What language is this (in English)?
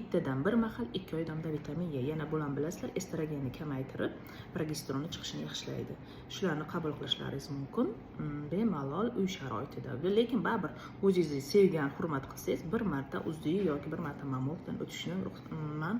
Uzbek